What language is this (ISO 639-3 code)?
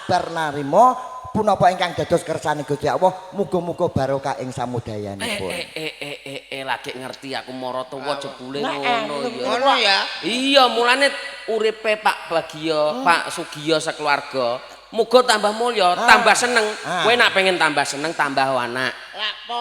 jav